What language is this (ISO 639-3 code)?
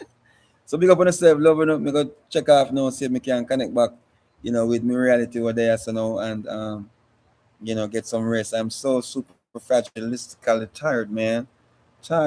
jam